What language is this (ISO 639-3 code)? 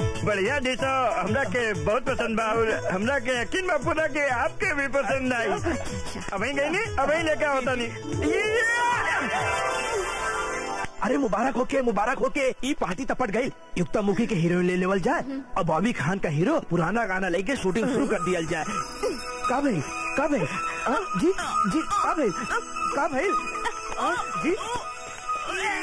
bho